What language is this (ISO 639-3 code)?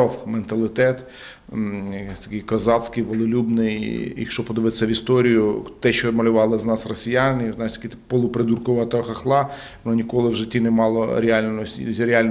ukr